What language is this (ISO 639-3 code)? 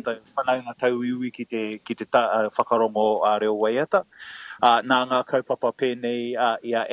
mri